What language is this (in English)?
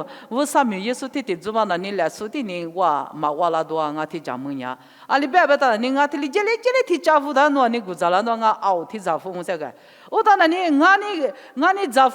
Lisu